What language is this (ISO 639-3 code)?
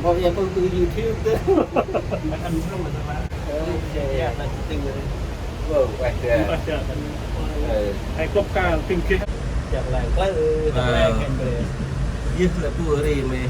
cmo